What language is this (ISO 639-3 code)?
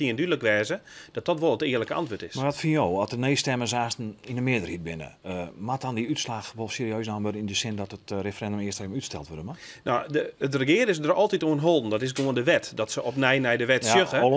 fry